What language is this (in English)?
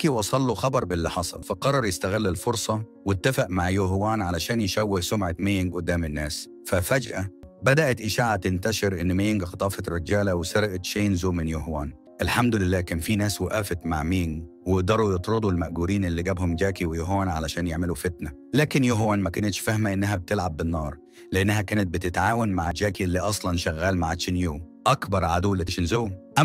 Egyptian Arabic